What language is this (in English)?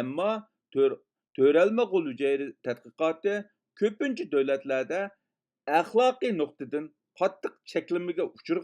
Uyghur